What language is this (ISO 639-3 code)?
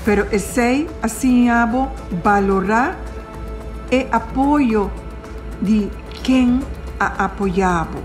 pap